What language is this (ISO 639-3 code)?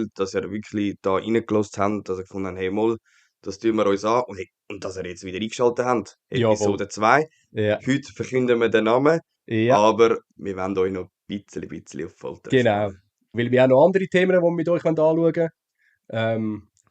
gsw